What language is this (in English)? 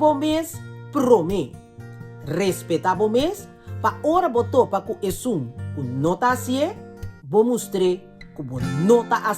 Papiamento